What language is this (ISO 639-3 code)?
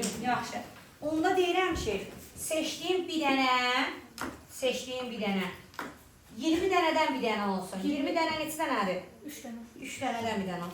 aze